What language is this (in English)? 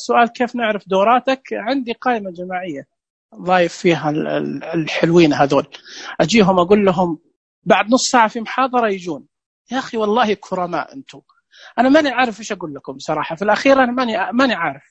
Najdi Arabic